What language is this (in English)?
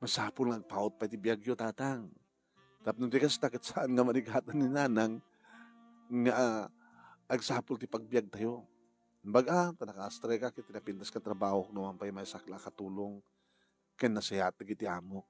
Iloko